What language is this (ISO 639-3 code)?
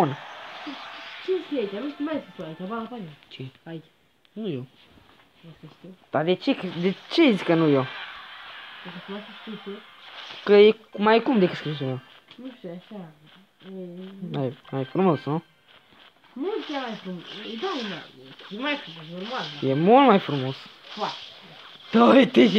ron